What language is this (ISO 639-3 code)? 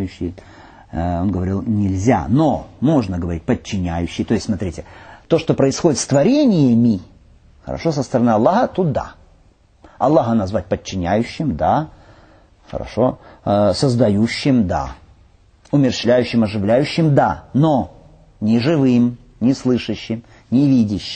rus